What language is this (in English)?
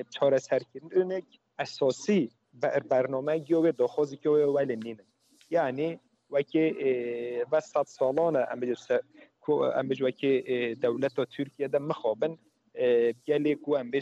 Kurdish